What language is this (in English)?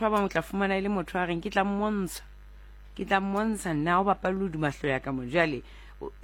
Southern Sotho